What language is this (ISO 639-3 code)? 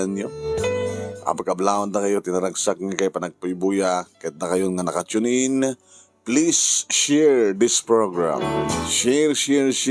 ilo